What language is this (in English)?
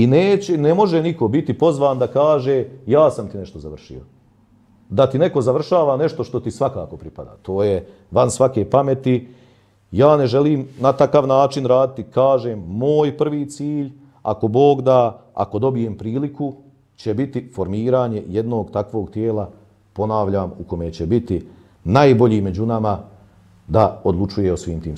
Bosnian